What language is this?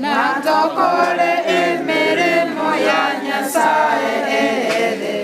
Gusii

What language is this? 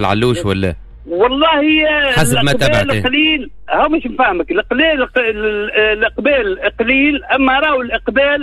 Tunisian Arabic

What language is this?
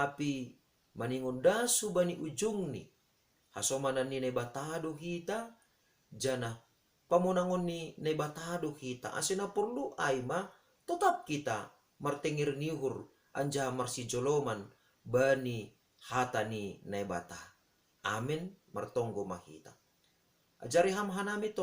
Batak Simalungun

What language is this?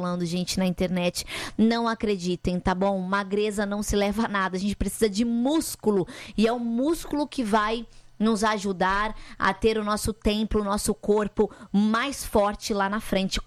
Portuguese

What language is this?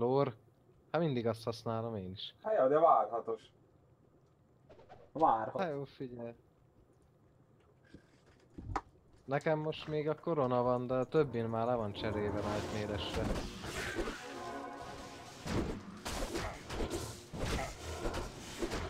Hungarian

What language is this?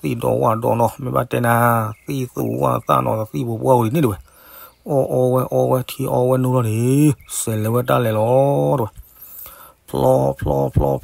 S'gaw Karen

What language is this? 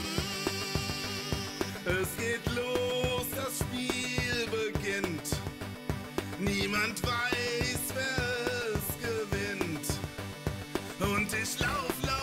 German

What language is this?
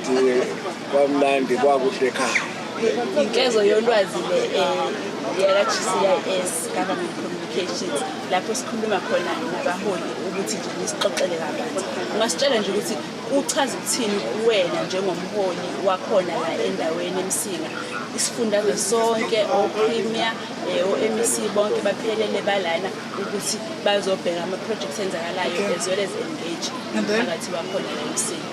Zulu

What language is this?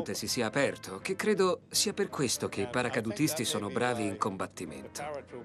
Italian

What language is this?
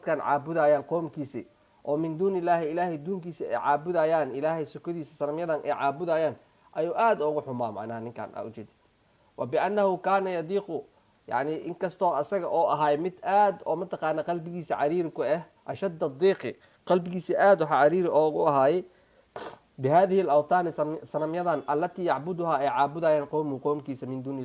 Somali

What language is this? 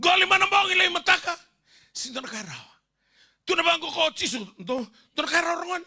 Fijian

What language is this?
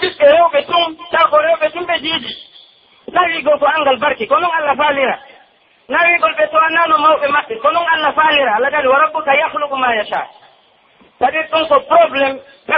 Pular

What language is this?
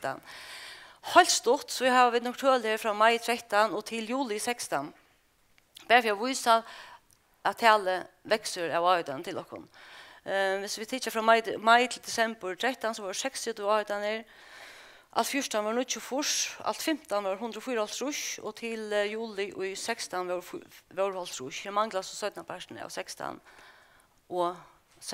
Faroese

